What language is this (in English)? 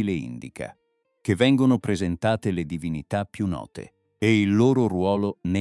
Italian